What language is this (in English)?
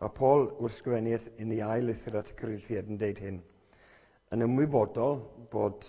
Welsh